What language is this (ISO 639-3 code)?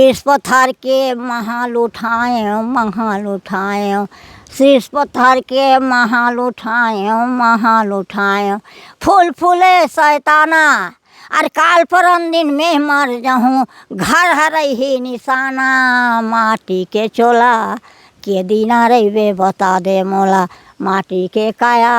hne